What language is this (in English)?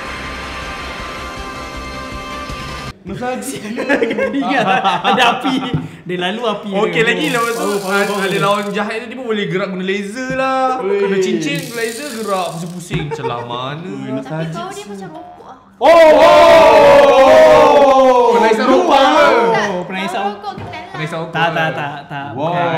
Malay